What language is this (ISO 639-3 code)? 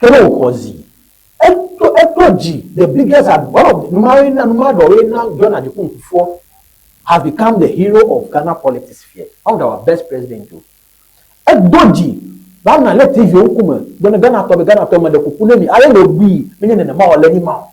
ewe